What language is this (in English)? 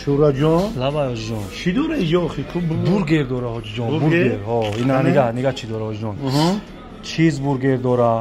Tajik